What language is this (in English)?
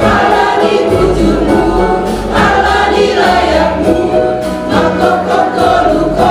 Batak Simalungun